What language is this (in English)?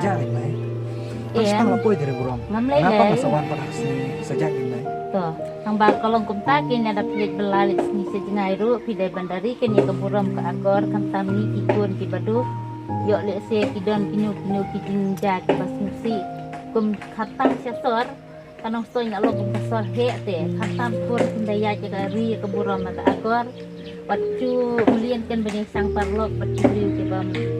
Khasi